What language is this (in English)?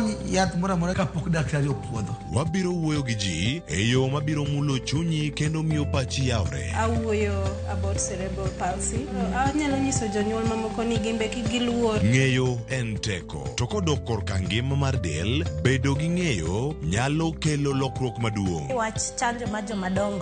Luo (Kenya and Tanzania)